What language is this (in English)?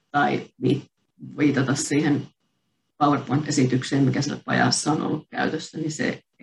Finnish